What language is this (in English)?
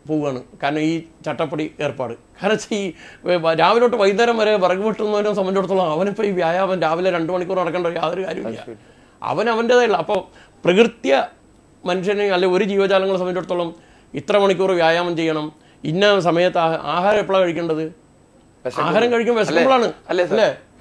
Malayalam